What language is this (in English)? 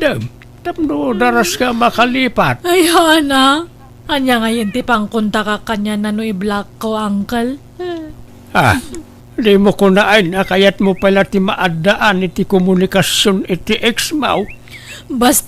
Iloko